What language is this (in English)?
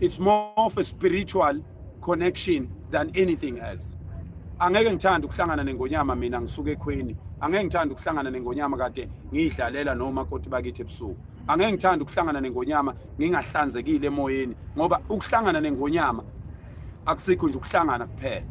Zulu